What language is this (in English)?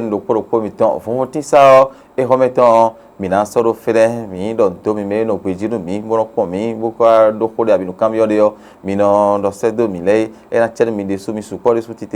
Fon